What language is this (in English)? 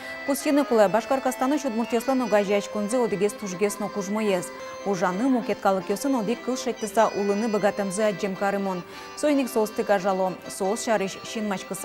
Udmurt